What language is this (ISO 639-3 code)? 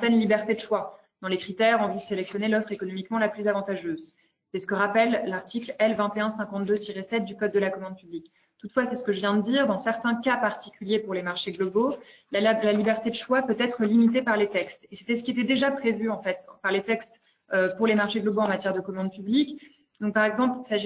fra